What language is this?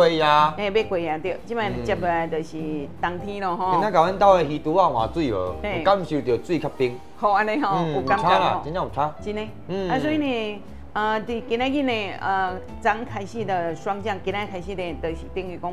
Min Nan Chinese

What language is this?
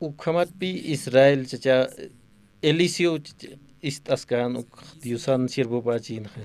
Aymara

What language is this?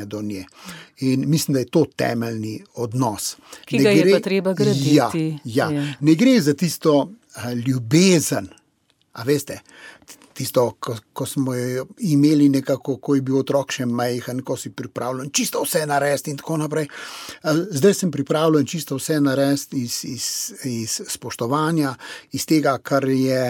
Slovenian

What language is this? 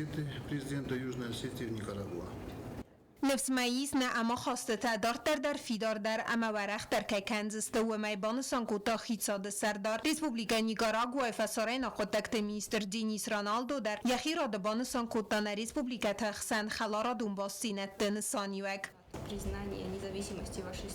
Ossetic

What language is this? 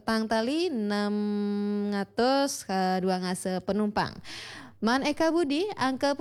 Balinese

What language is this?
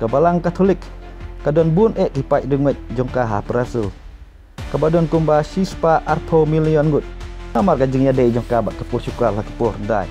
Khasi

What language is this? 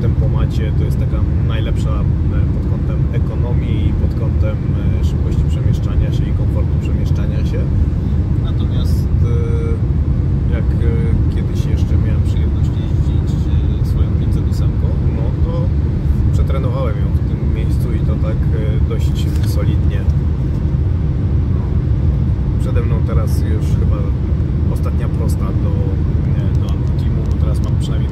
Polish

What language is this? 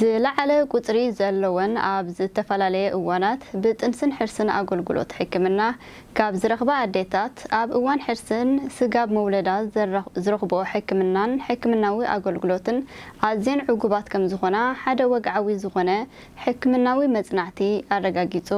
Tigrinya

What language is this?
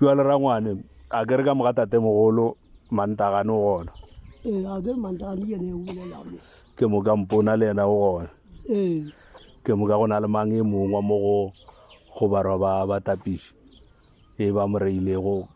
Northern Sotho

